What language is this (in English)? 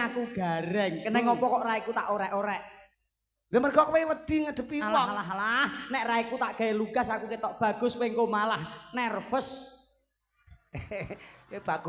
Javanese